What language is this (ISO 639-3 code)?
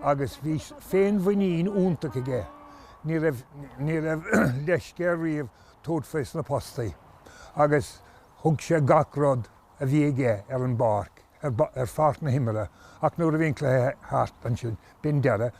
gle